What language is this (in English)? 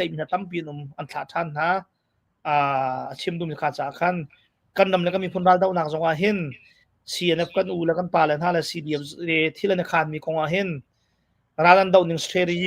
Hakha Chin